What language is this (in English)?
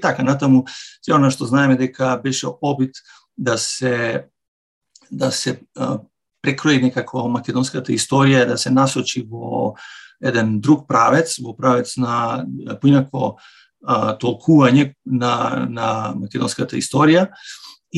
Macedonian